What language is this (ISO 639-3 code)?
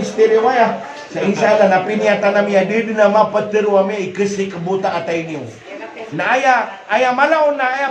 mrw